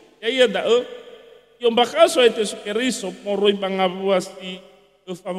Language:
Nias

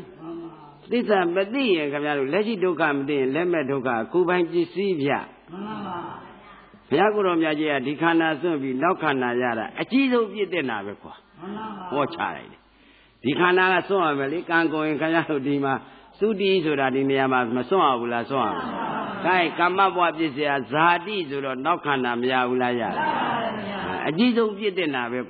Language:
Burmese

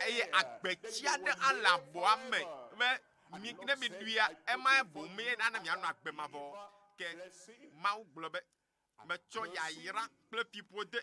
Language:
Ewe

